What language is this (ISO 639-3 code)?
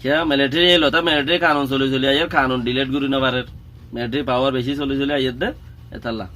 rhg